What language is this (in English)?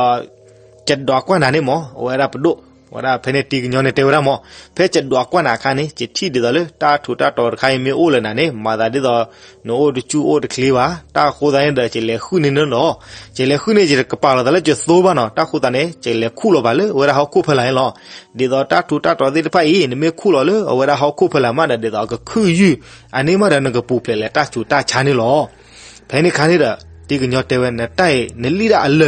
S'gaw Karen